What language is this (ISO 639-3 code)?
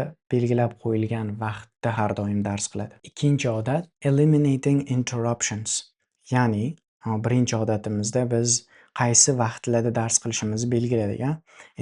uzb